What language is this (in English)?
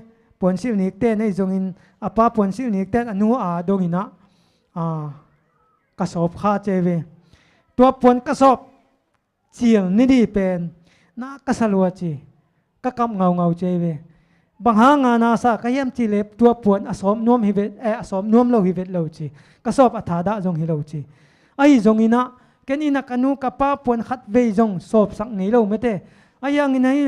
Tedim Chin